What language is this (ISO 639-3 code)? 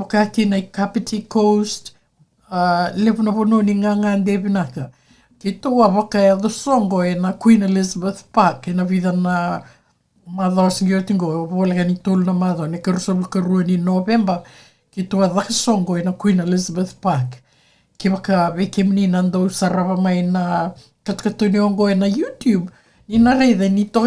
fij